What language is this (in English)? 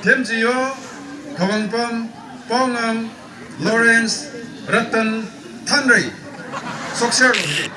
Tangkhul Naga (India)